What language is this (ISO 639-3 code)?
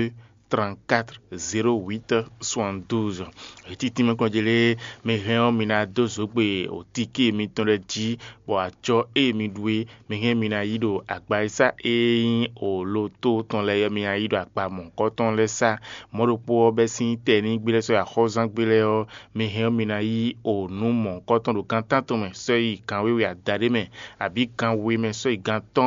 fon